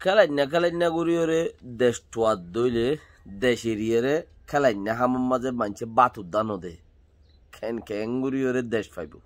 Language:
Rohingya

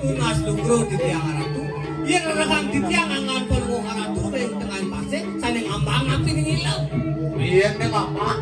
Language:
Balinese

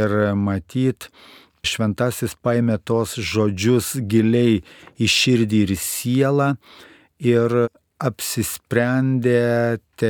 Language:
Lithuanian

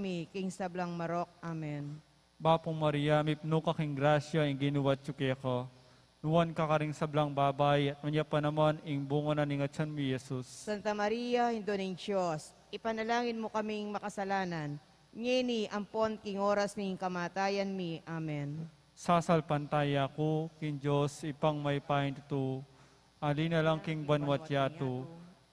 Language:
Pampanga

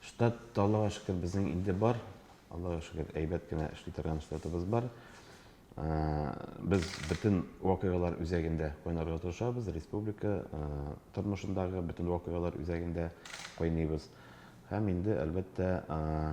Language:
Tatar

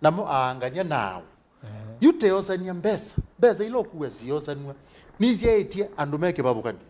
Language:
Kamba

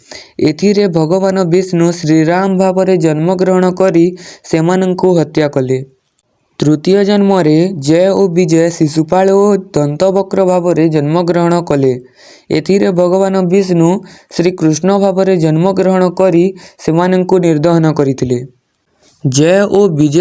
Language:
Odia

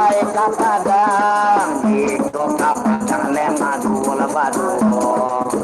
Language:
Minangkabau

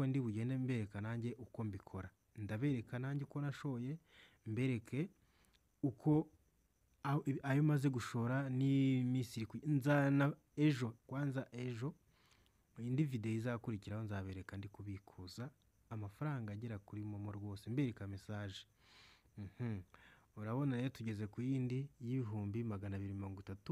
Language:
Kinyarwanda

